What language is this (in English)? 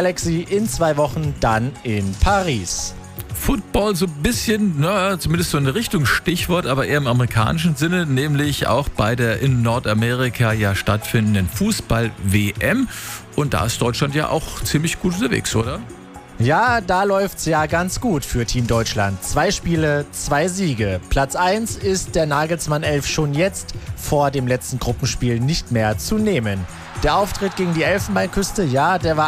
German